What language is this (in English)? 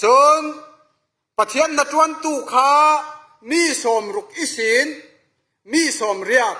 Falam Chin